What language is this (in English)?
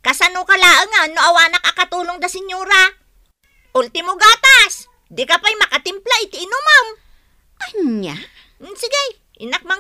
Iloko